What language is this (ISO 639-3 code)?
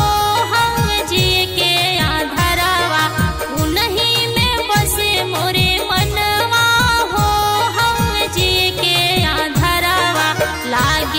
bho